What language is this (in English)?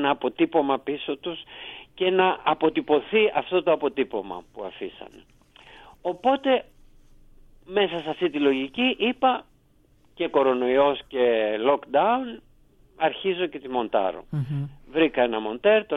Greek